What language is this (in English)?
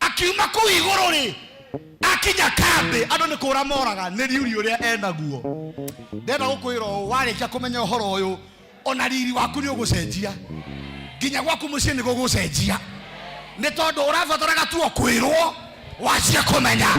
Kikuyu